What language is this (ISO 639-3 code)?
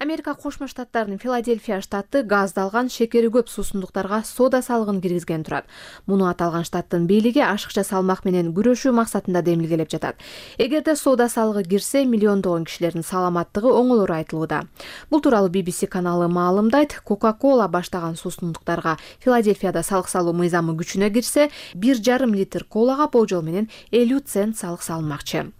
kir